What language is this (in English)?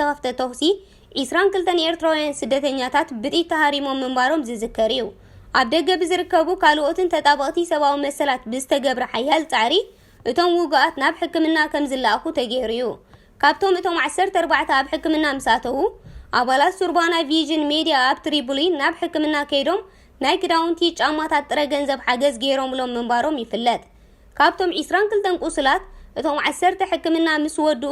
Tigrinya